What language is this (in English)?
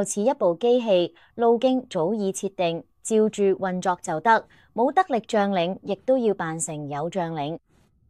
Cantonese